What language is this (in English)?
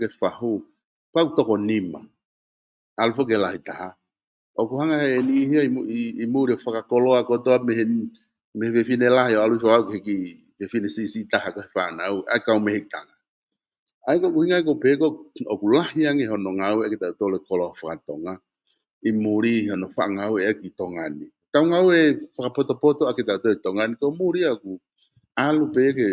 Tongan